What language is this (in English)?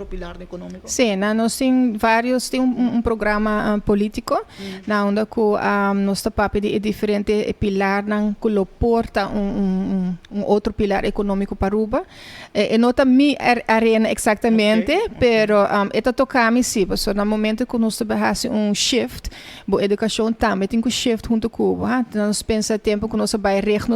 Papiamento